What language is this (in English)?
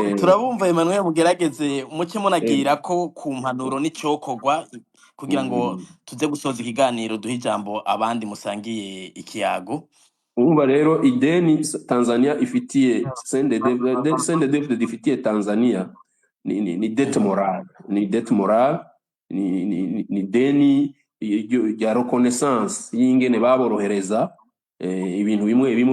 Rundi